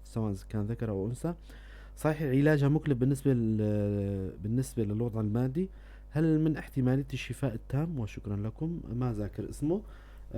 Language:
North Levantine Arabic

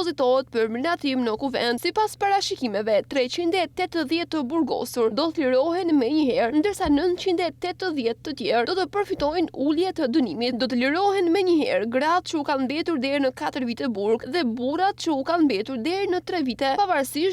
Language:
Albanian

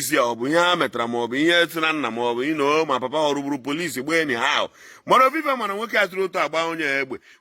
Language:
Igbo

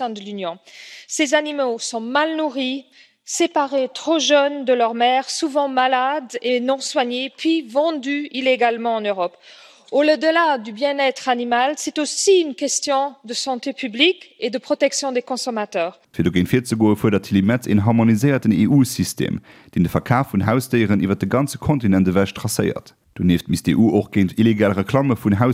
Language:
Luxembourgish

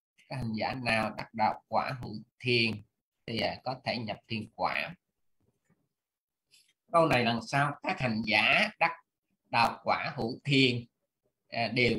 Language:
Vietnamese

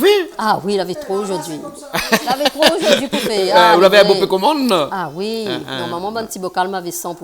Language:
Réunion Creole French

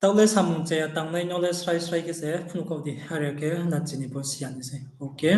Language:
Riang (India)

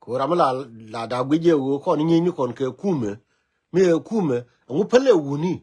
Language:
Nuer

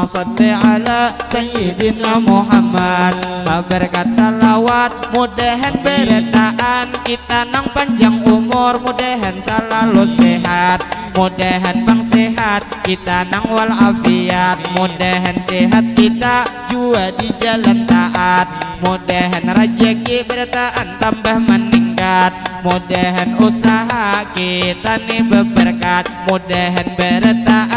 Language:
Banjar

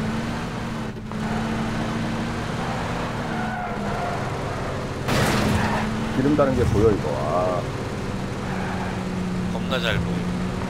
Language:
Korean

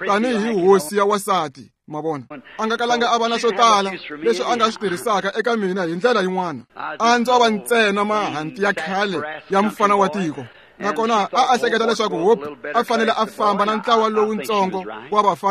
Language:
Tsonga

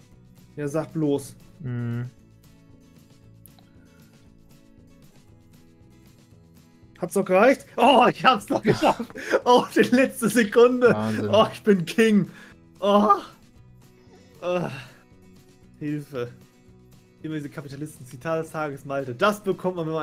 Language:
German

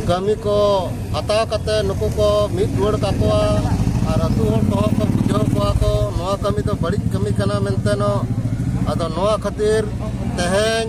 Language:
Santali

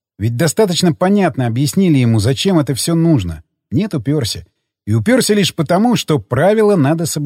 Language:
Russian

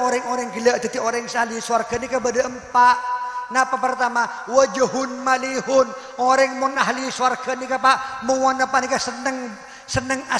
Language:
Madurese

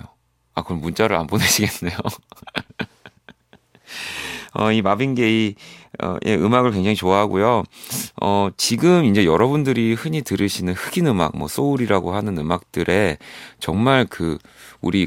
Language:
Korean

